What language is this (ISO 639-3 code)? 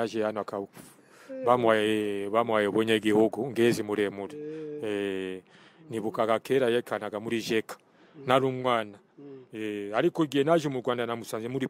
kin